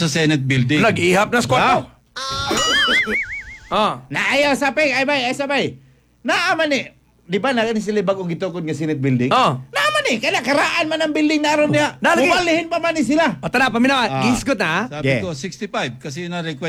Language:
Cebuano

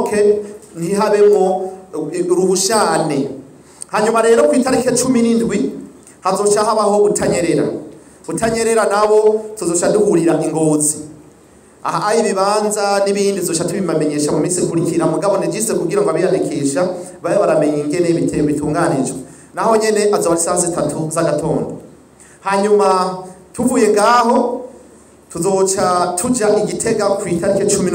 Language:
Rundi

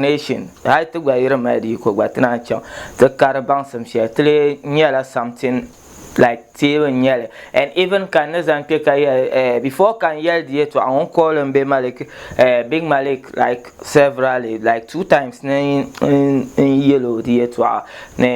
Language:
Dagbani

